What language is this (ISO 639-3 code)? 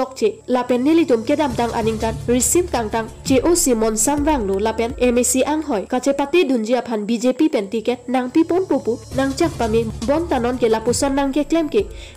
mjw